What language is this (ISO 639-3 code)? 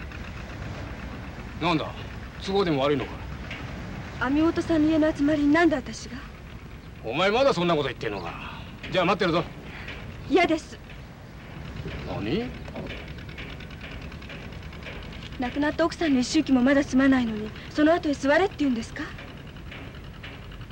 jpn